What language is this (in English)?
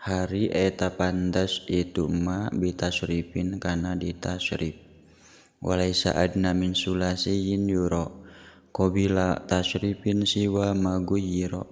Sundanese